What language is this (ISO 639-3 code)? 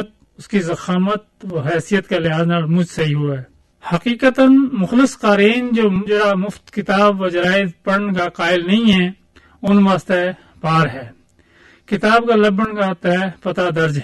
urd